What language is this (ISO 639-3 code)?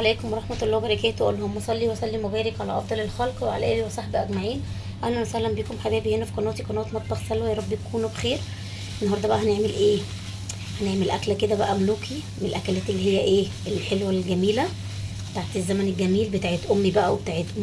arz